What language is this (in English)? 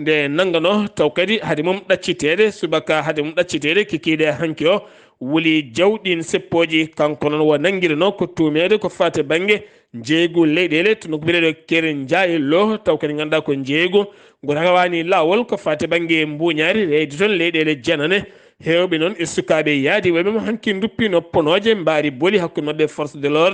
Fula